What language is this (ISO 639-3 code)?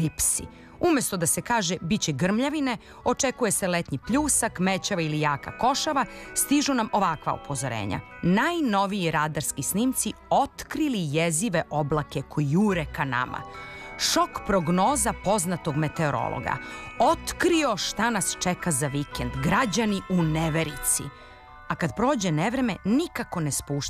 srp